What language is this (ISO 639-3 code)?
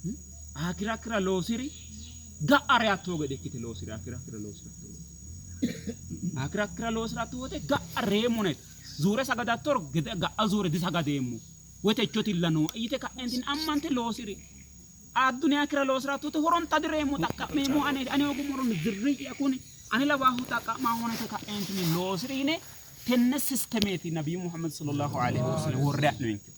sid